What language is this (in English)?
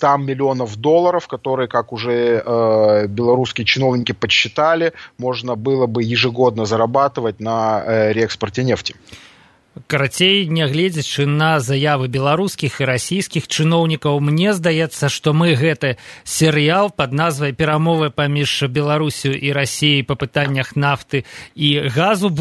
Belarusian